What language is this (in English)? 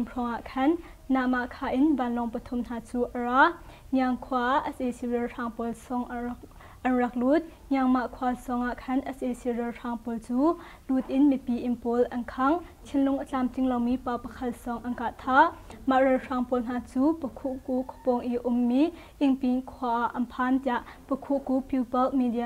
Hakha Chin